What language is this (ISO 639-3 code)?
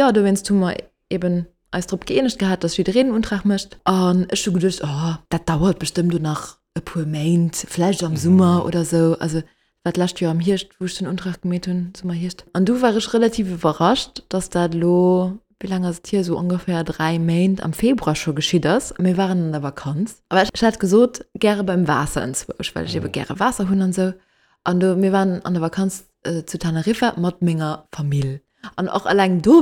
ltz